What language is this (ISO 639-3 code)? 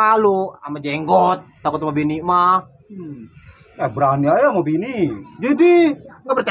bew